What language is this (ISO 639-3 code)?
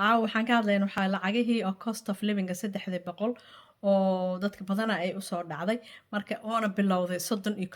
som